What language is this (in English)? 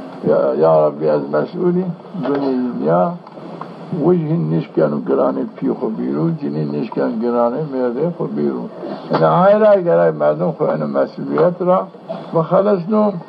Zaza